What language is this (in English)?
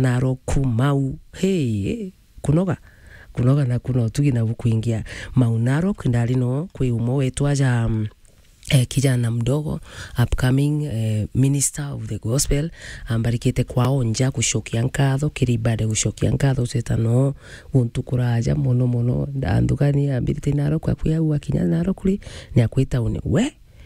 Meru